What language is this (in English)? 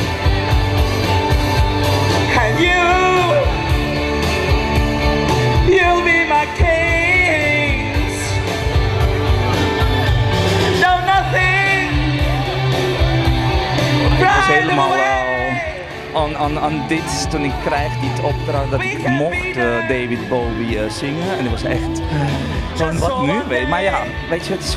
Dutch